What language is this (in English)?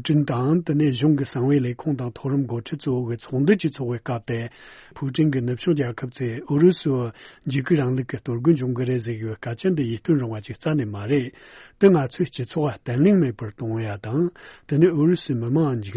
Tibetan